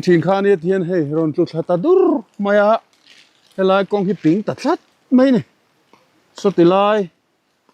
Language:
Mizo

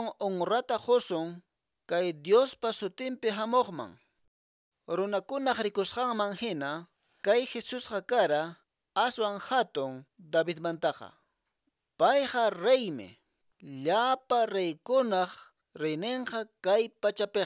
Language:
Quechua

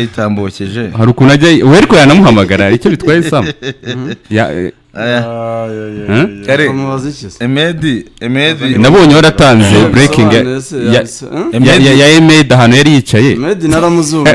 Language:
Kinyarwanda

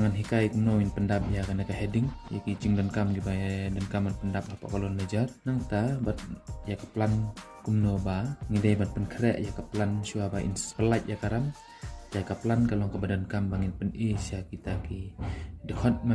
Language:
Khasi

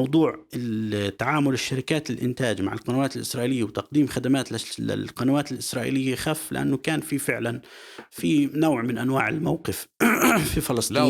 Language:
North Levantine Arabic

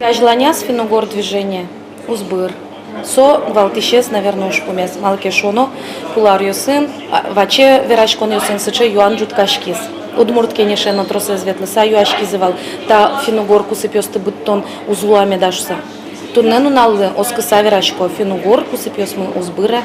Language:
Udmurt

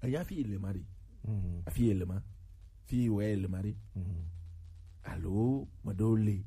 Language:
Gen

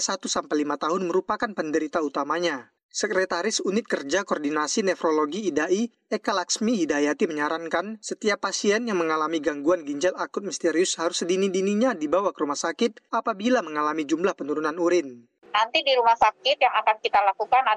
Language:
Indonesian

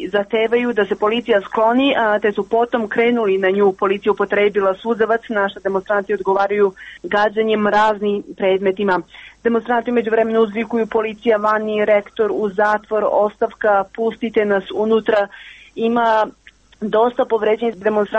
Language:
Serbian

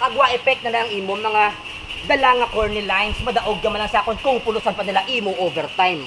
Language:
Hiligaynon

